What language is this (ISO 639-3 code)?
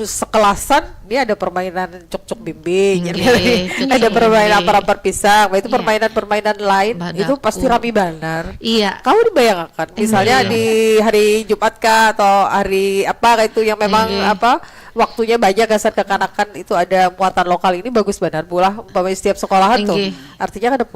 bjn